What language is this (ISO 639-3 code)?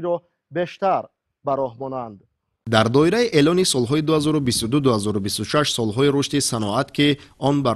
tgk